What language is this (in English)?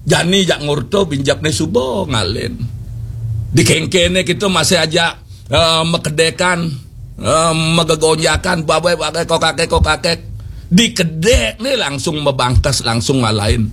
Balinese